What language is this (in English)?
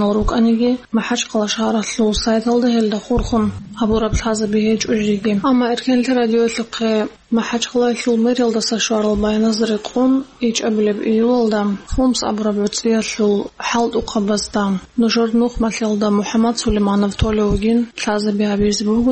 Avaric